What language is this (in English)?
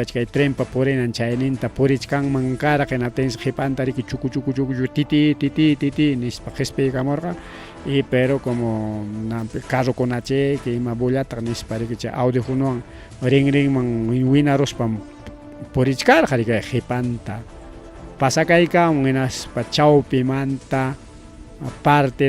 Ayacucho Quechua